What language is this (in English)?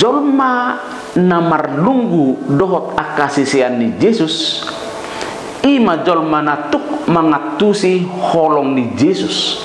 Batak Toba